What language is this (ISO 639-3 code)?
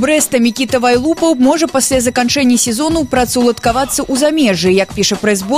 bel